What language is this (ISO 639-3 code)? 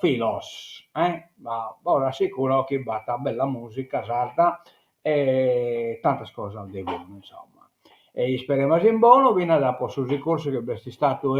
srd